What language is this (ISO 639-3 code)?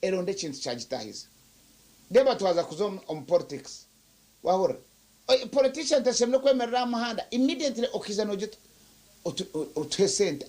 nyn